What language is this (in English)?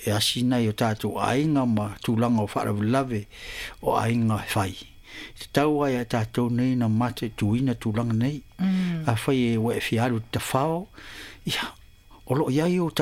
Samoan